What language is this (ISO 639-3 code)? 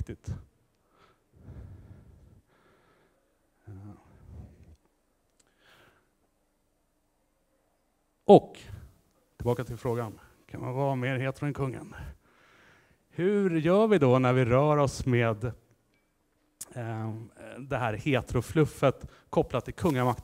swe